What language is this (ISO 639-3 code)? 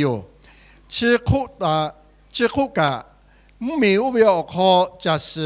lhu